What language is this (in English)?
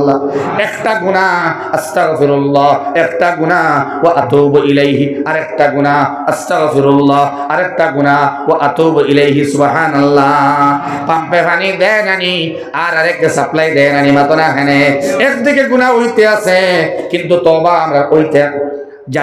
Sylheti